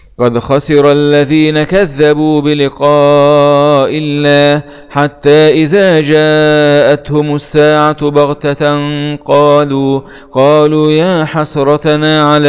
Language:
Arabic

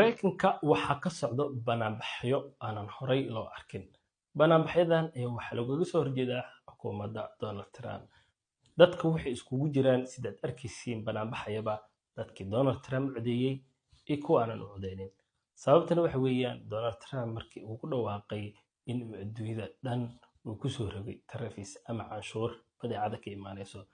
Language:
Somali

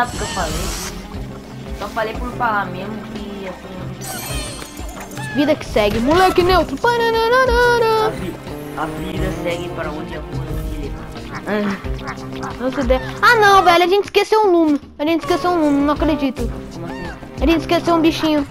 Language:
Portuguese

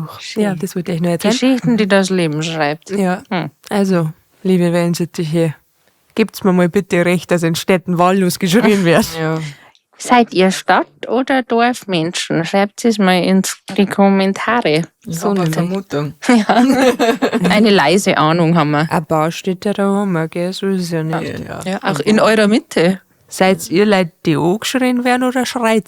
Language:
Bavarian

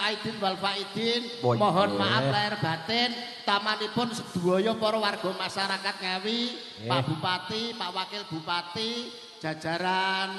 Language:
Javanese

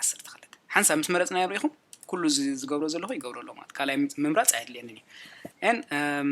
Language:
Tigrinya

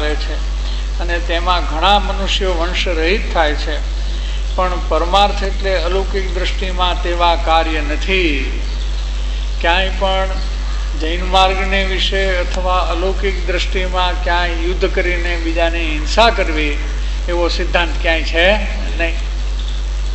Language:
Gujarati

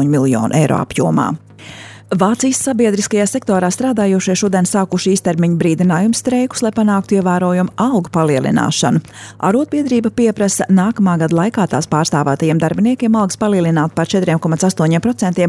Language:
Latvian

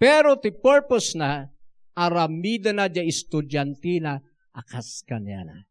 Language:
Iloko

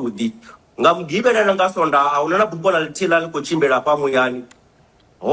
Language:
Venda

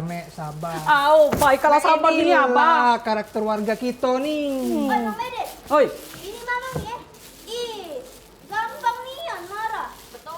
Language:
Musi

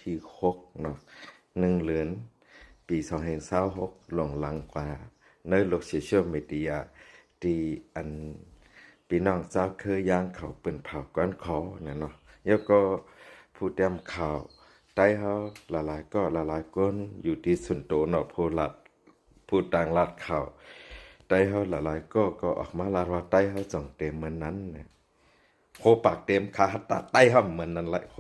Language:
Shan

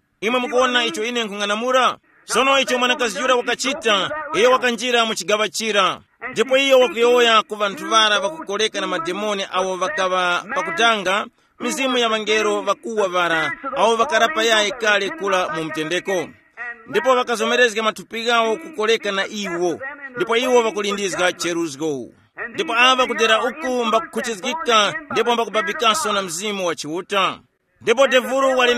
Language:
Tumbuka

